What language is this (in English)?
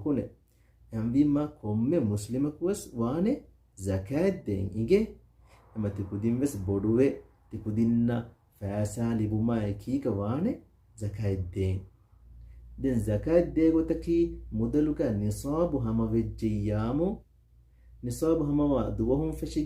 Divehi